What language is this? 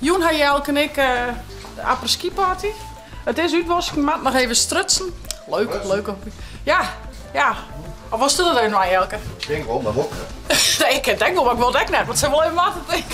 Western Frisian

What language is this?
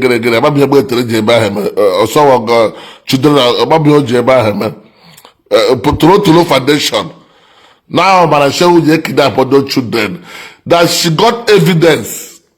Igbo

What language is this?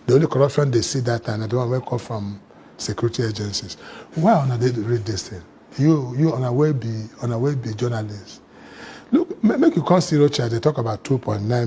Nigerian Pidgin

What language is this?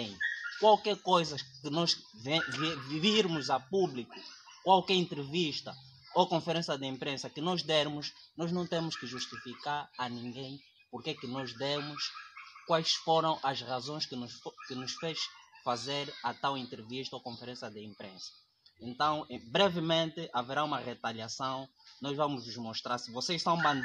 Portuguese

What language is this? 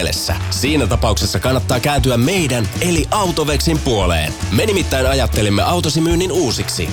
Finnish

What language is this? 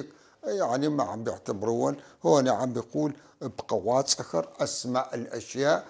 North Levantine Arabic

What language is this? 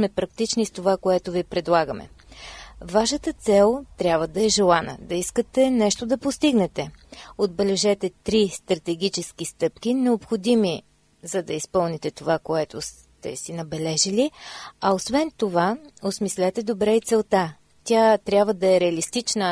Bulgarian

